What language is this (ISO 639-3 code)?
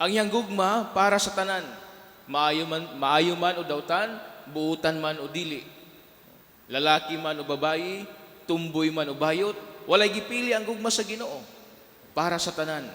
ceb